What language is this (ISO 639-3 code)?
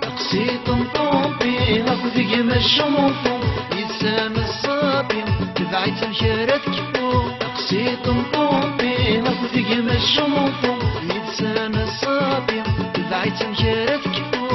kab